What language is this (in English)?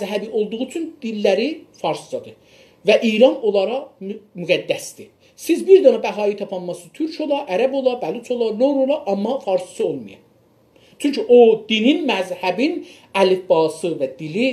South Azerbaijani